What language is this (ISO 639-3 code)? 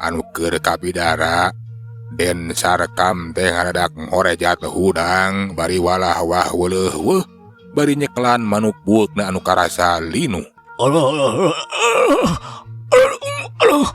sun